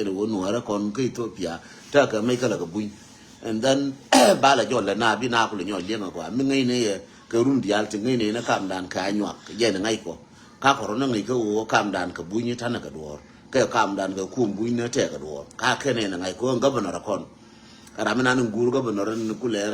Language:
Nuer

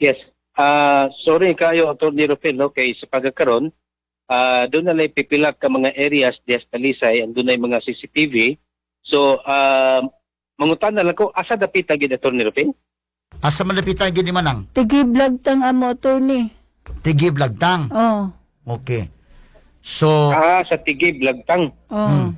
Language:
Cebuano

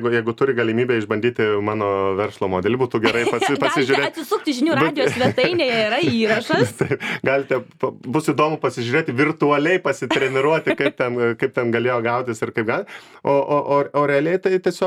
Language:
Lithuanian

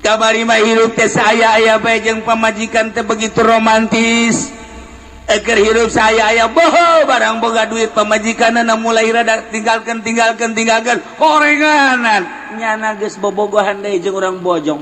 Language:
Sundanese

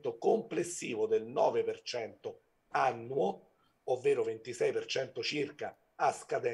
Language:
Italian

